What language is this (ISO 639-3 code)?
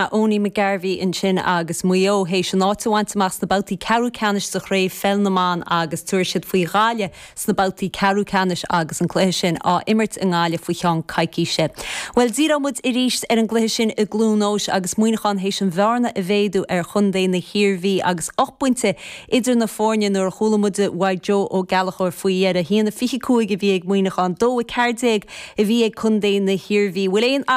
gle